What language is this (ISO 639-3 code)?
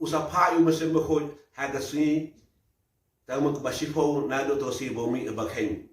kha